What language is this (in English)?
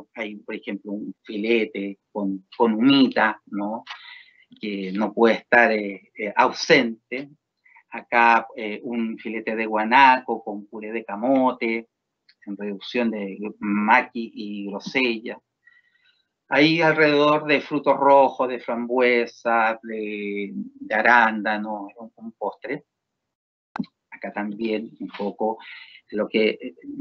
Spanish